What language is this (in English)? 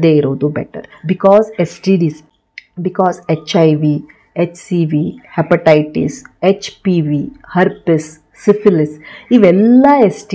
Kannada